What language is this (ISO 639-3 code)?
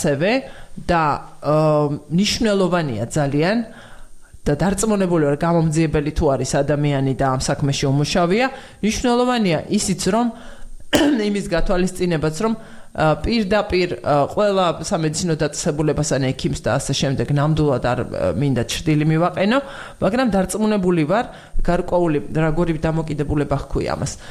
kat